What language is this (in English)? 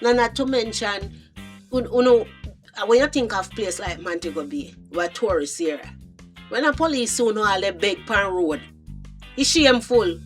Jamaican Creole English